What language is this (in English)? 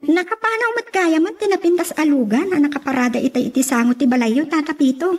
Iloko